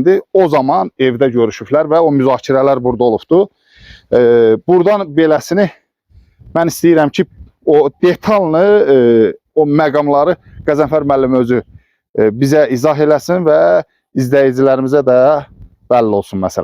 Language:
Azerbaijani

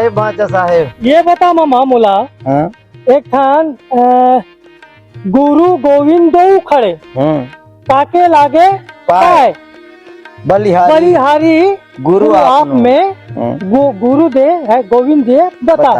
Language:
Chhattisgarhi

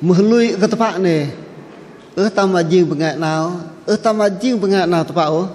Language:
Bahnar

